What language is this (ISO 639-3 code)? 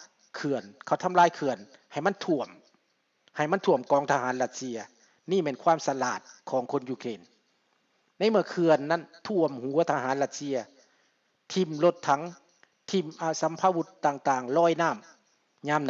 lao